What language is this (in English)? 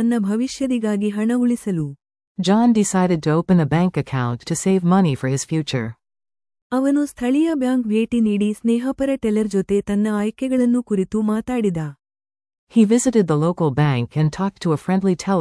Kannada